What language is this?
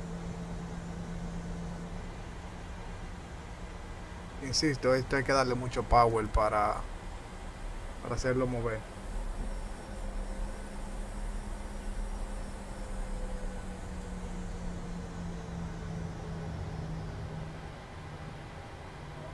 Spanish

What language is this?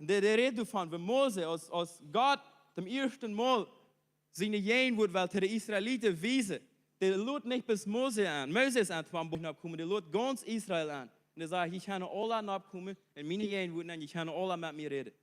Plautdietsch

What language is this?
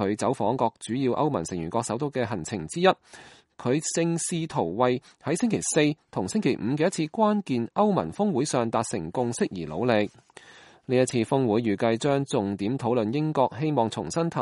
Cantonese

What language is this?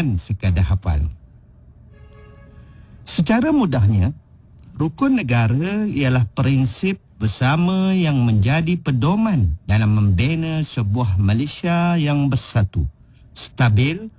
Malay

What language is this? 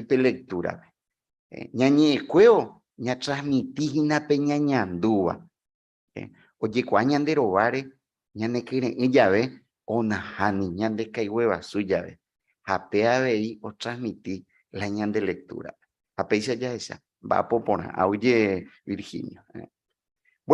Guarani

